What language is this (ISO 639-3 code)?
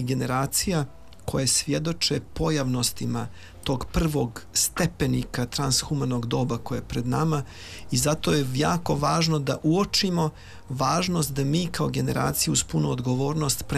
bos